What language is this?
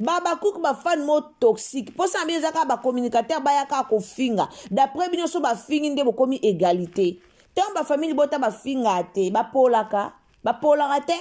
Lingala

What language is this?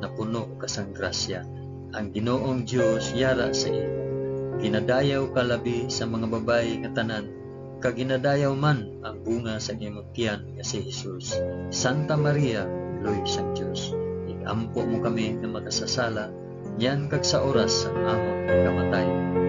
Hiligaynon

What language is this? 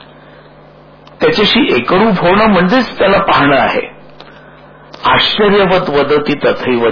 Marathi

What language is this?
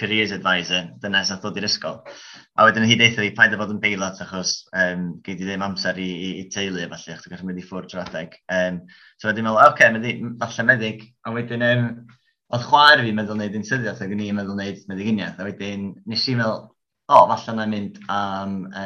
Welsh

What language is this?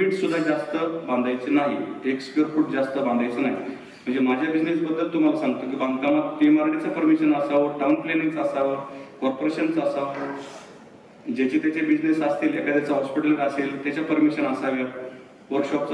Marathi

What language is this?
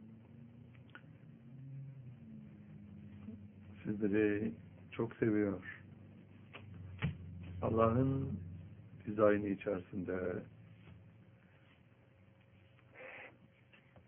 Turkish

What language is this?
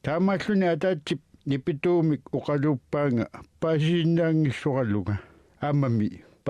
Kalaallisut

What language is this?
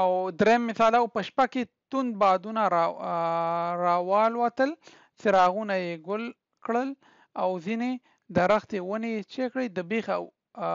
Pashto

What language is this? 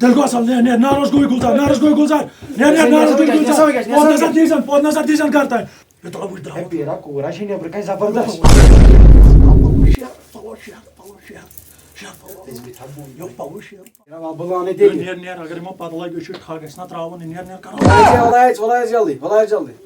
Kashmiri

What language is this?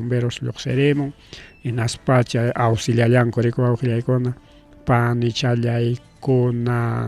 Ayacucho Quechua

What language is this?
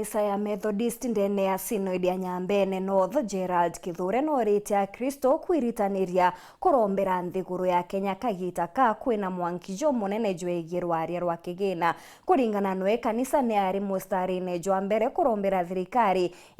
Meru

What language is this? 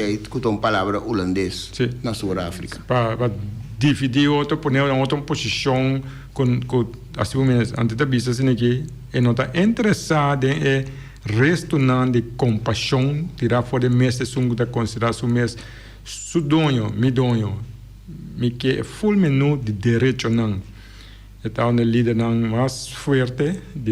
Papiamento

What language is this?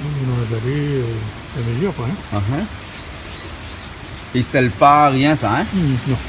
Réunion Creole French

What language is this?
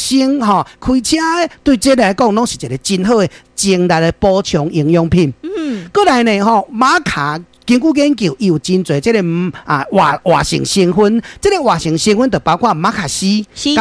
Min Nan Chinese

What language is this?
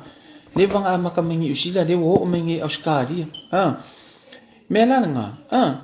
Samoan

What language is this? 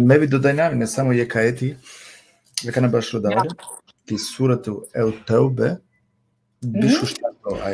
Balkan Romani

